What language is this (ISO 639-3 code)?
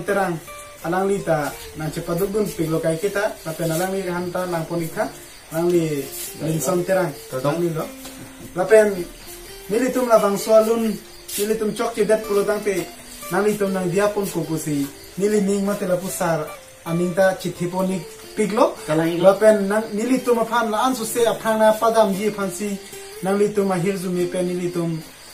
mjw